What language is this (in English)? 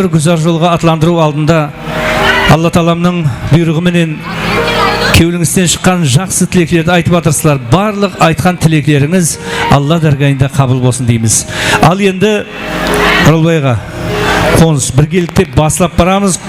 Kara-Kalpak